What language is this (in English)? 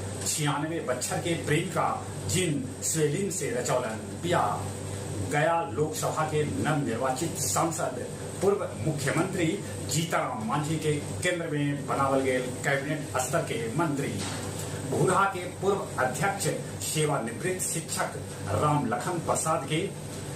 Magahi